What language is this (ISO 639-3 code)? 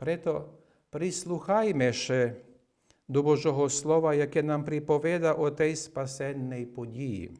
rue